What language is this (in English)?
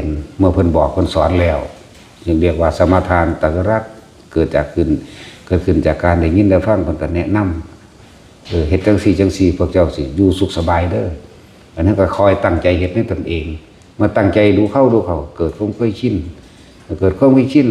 Northeastern Thai